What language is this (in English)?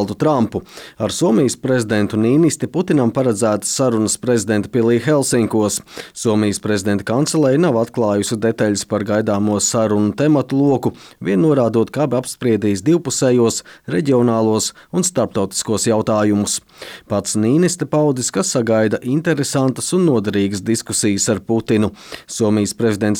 Latvian